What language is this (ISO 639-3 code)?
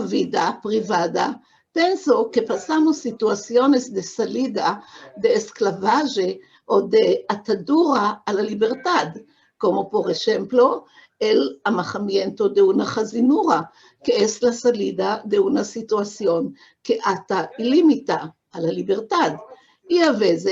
lad